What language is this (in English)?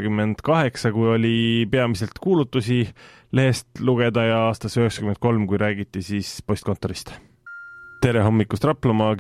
Estonian